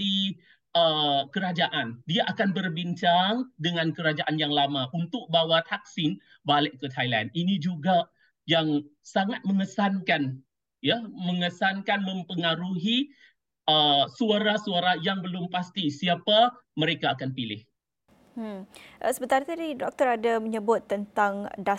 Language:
Malay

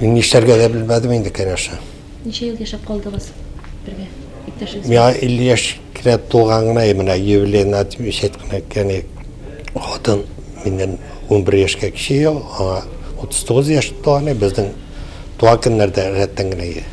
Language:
Tatar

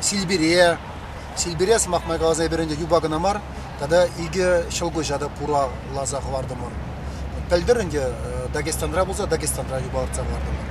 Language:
Chuvash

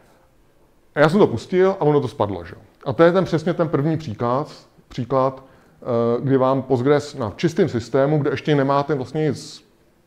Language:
Czech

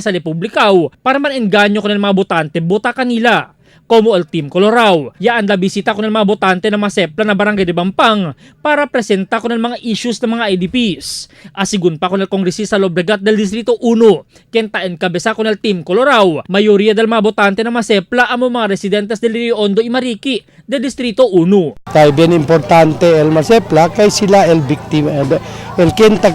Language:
Chavacano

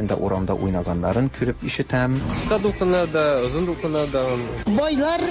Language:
Tatar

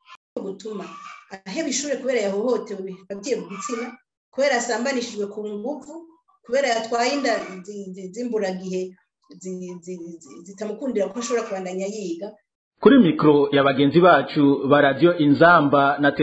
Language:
Rundi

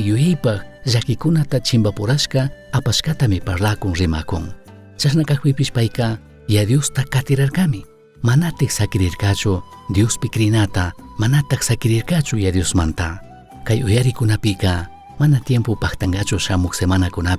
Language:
Chimborazo Highland Quichua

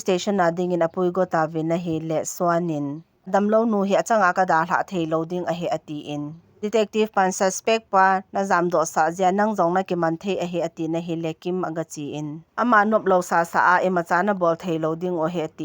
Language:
Thado Chin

